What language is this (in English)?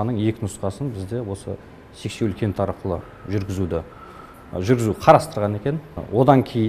Kazakh